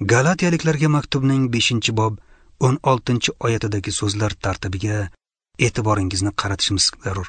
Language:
Uzbek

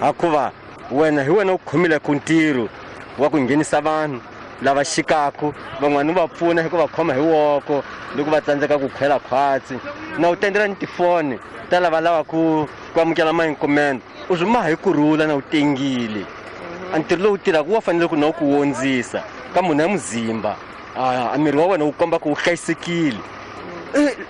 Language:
Tsonga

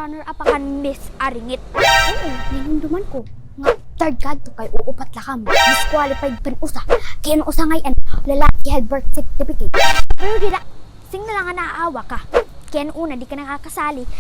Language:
Waray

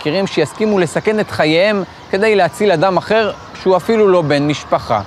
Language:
Hebrew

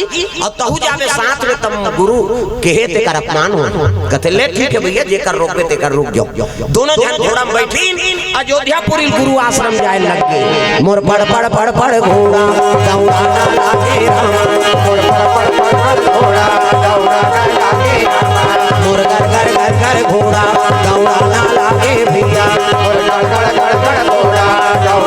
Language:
Chhattisgarhi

